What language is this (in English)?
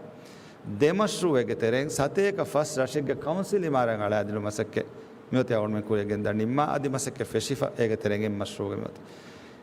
Divehi